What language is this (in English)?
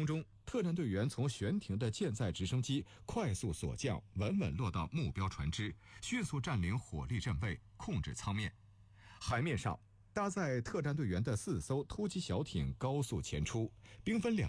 Chinese